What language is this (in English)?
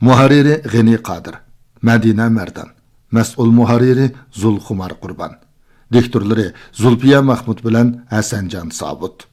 Uyghur